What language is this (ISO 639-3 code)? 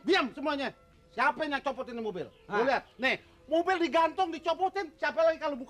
bew